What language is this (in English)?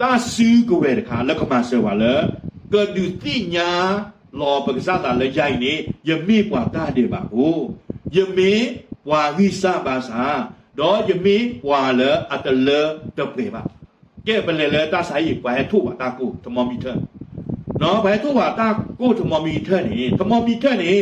S'gaw Karen